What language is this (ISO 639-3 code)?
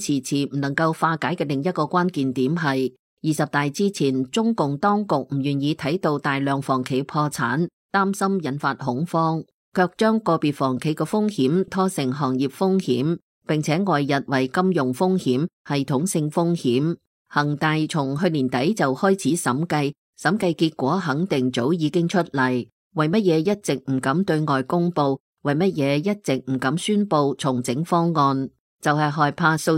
yue